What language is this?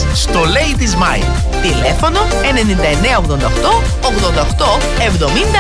Greek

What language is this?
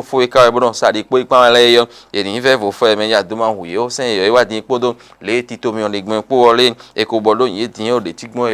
Fon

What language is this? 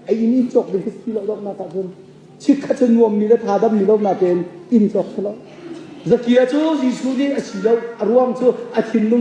Hakha Chin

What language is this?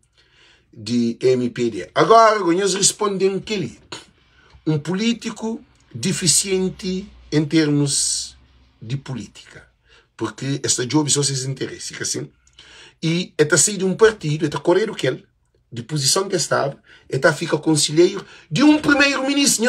Kabuverdianu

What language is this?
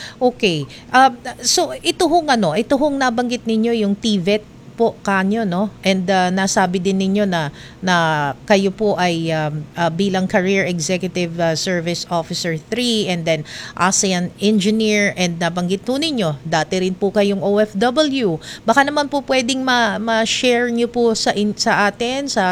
Filipino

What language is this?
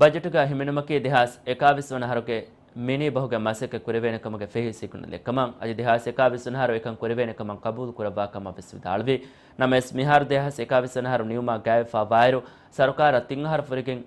Divehi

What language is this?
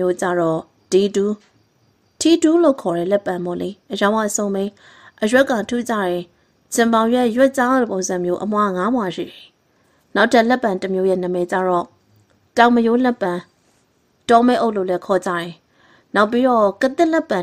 Burmese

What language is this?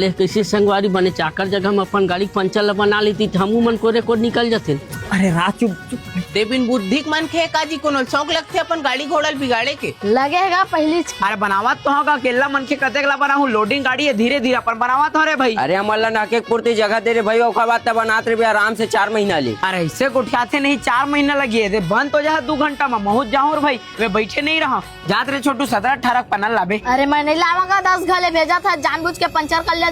Chhattisgarhi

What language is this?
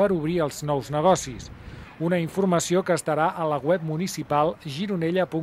Catalan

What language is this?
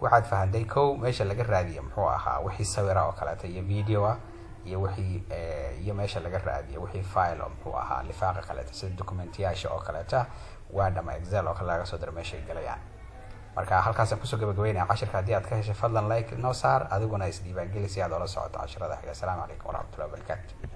Somali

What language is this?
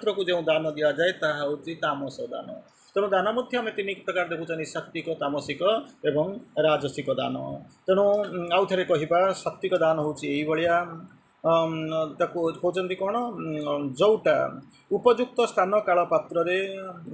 Odia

